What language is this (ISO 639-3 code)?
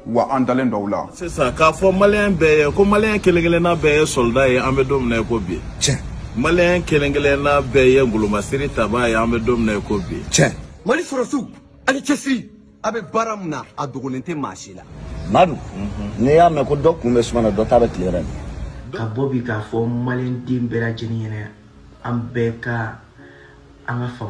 bam